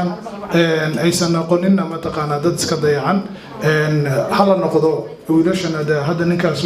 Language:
Somali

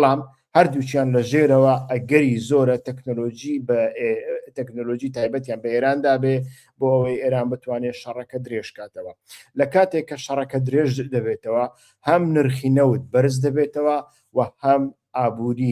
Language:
Central Kurdish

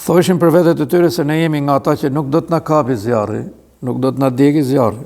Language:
Albanian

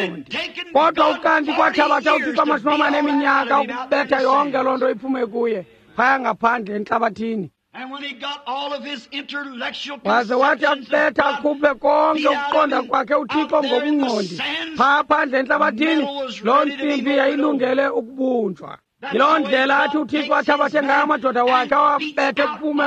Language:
Xhosa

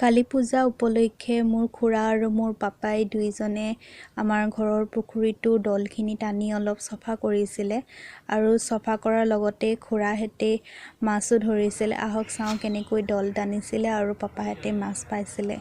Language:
Assamese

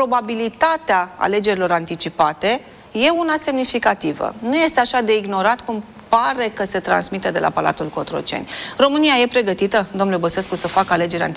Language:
Romanian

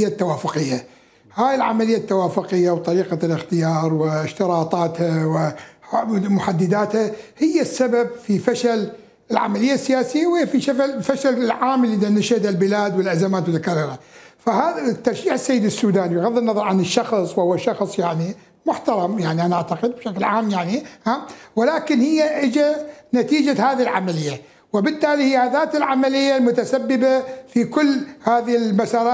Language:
Mesopotamian Arabic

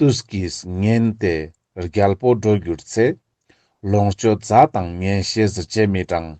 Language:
Ladakhi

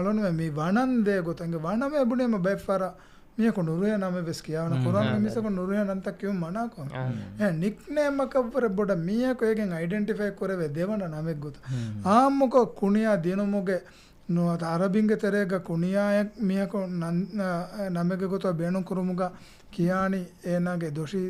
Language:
Divehi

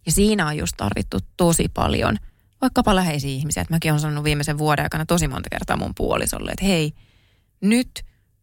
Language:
Finnish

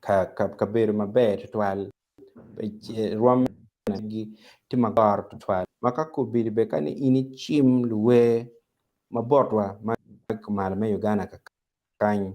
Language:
Acoli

